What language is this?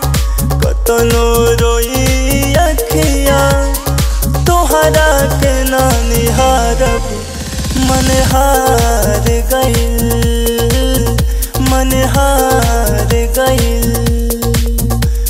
Bhojpuri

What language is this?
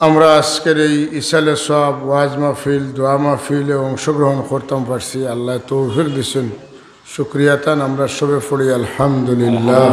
Sylheti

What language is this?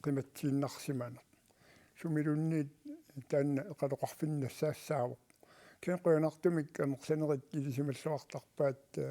Kalaallisut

